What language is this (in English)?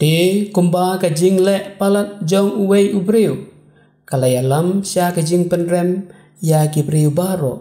Khasi